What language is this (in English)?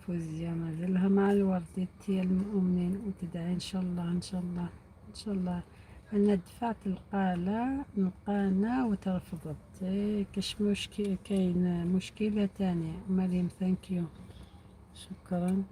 Algerian Arabic